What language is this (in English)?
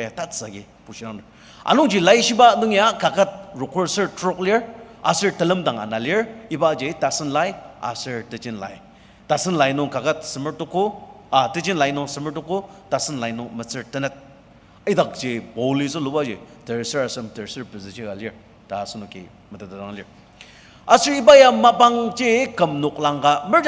Ao Naga